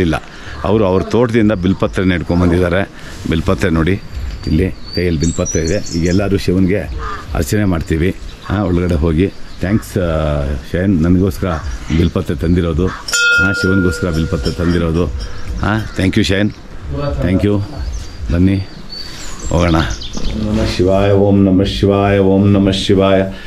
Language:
Kannada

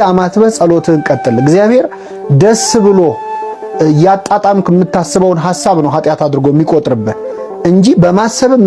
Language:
Amharic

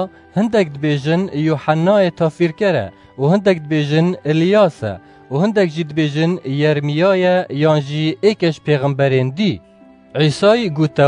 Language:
Kurdish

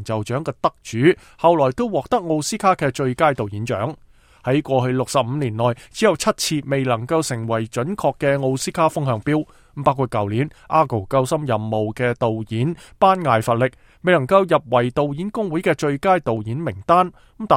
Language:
Cantonese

